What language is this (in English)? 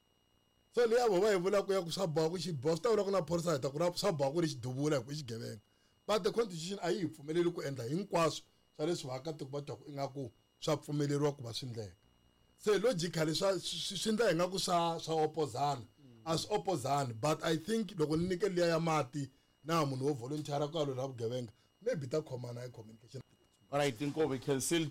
Tsonga